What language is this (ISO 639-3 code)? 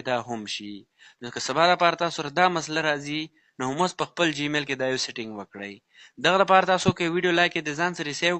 pus